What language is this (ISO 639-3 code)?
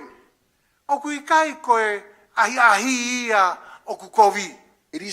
ton